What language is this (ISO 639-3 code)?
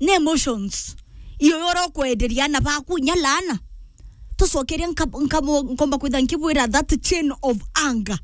mer